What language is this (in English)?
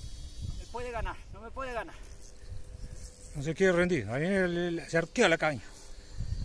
Spanish